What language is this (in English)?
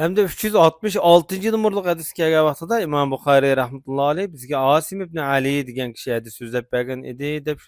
Uyghur